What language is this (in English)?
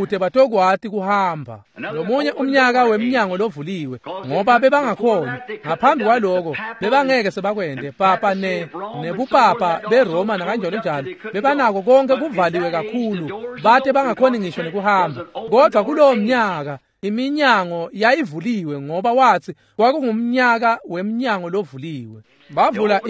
Swati